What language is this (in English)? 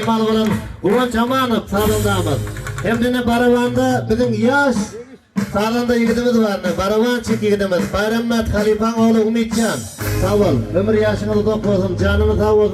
Turkmen